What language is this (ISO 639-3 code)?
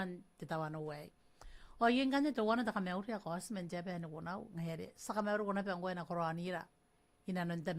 gil